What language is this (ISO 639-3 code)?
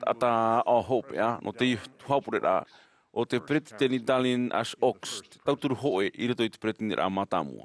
tah